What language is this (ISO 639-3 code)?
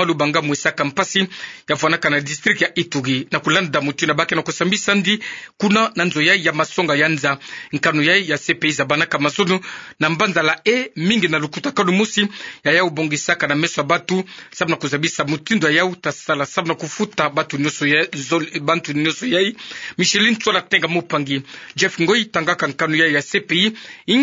ktu